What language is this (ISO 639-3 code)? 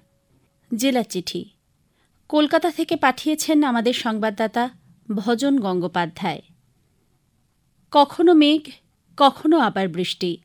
ben